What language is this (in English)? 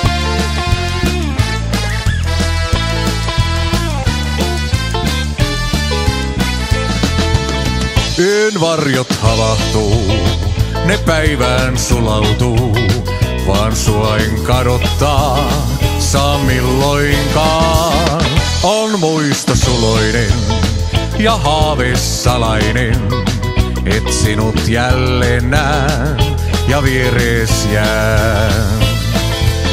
Finnish